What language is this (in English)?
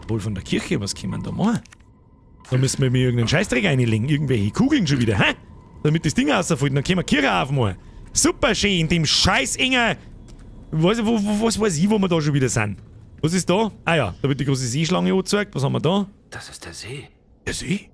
Bavarian